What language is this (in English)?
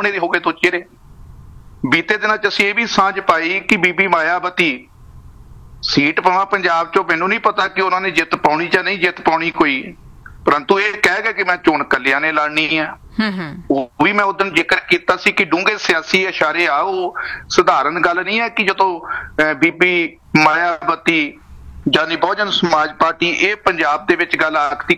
Punjabi